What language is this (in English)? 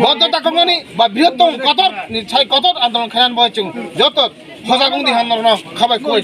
Kok Borok